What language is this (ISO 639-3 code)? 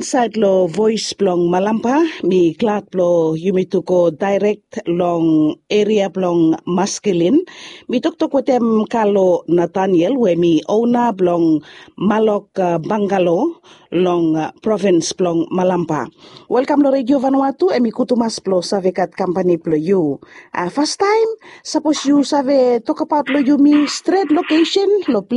bis